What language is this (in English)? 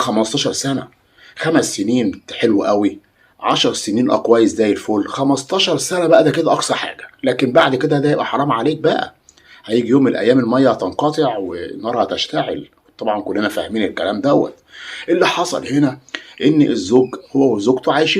Egyptian Arabic